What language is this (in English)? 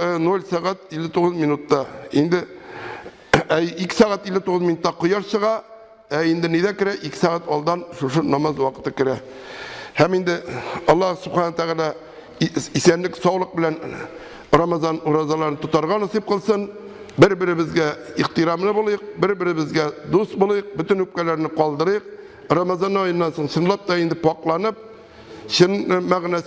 Tatar